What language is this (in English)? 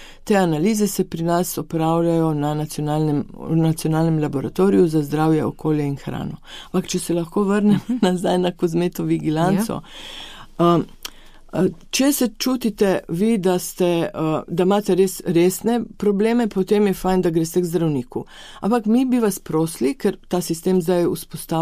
Slovenian